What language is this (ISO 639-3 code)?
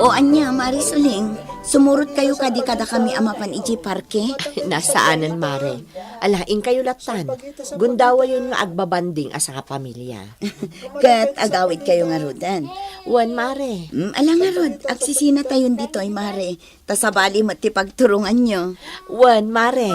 ilo